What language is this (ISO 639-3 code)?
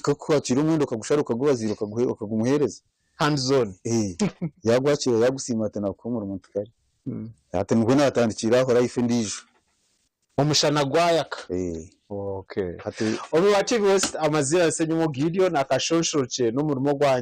nyn